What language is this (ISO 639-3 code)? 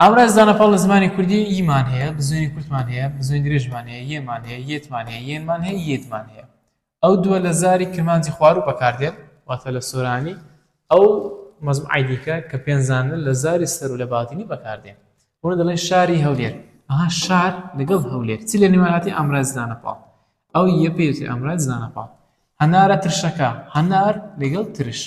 ckb